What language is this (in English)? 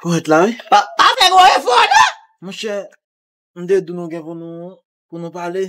Haitian Creole